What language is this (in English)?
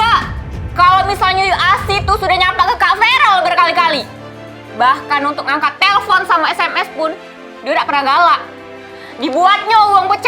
Musi